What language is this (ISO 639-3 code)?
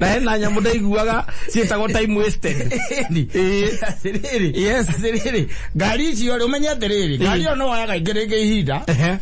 kik